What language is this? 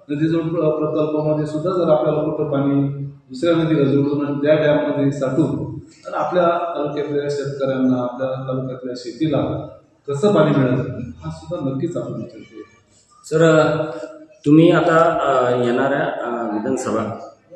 Marathi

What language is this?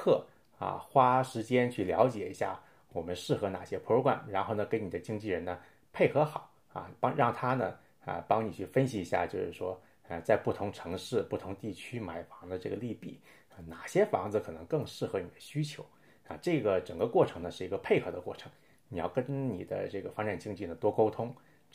Chinese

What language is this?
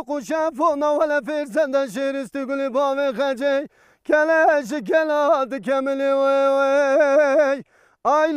Kurdish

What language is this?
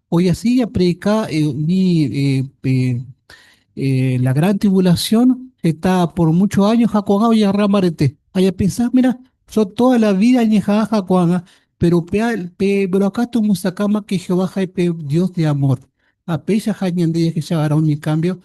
Guarani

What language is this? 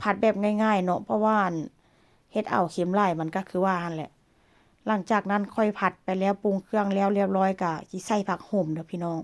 Lao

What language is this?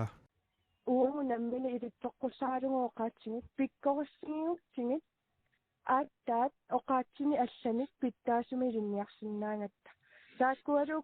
Kalaallisut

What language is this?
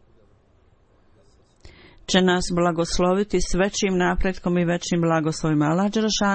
Bosnian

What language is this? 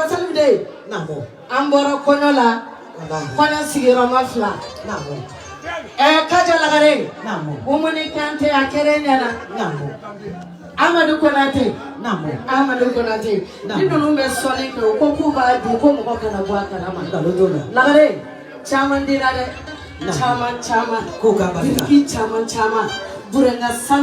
Bambara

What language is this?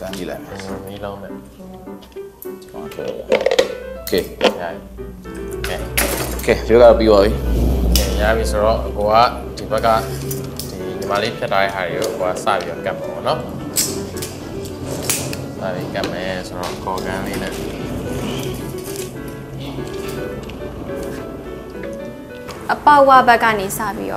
Burmese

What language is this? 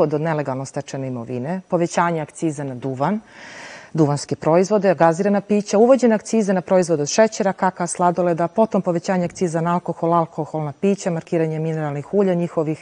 Serbian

